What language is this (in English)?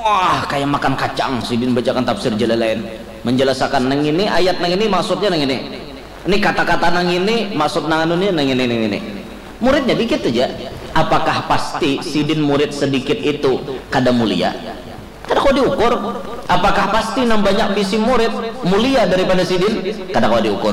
Banjar